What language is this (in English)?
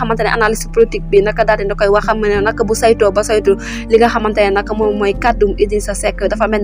Wolof